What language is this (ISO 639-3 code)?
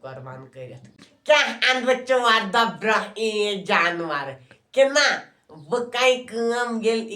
kas